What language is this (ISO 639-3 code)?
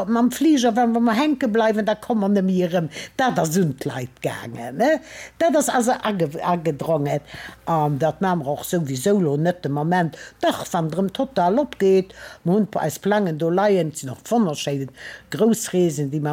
ltz